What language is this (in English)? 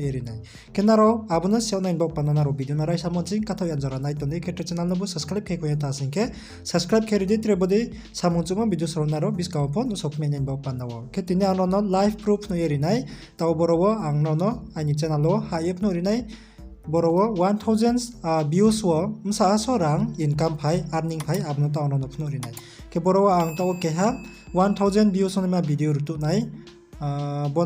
Riang (India)